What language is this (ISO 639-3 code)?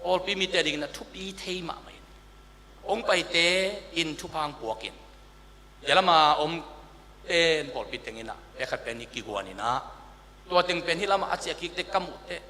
ctd